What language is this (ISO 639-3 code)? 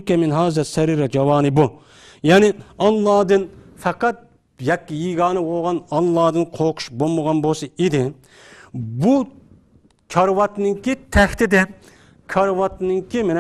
uig